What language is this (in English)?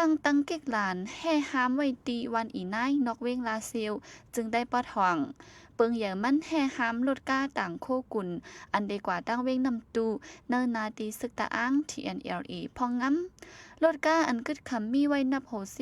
Shan